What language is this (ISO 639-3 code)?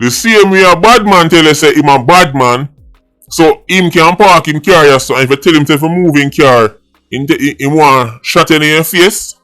jam